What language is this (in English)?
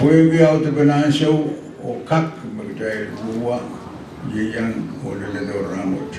Pohnpeian